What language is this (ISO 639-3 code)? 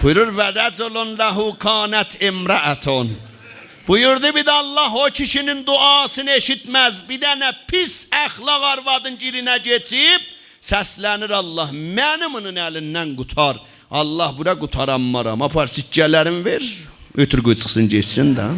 azb